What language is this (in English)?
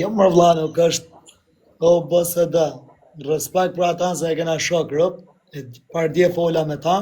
Albanian